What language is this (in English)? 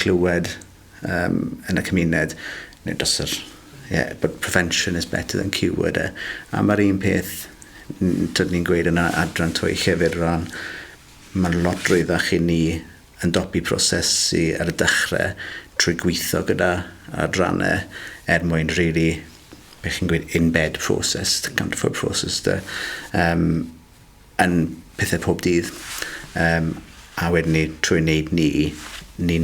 Welsh